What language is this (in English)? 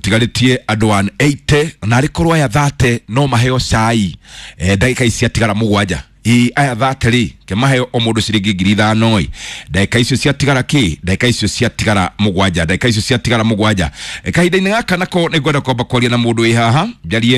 Kikuyu